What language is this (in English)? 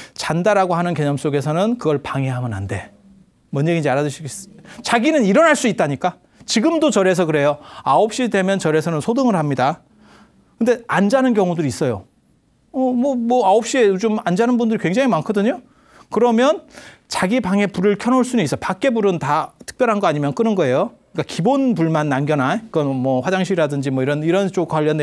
Korean